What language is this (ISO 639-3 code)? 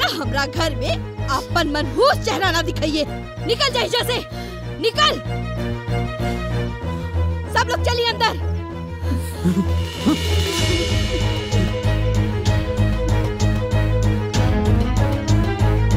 bho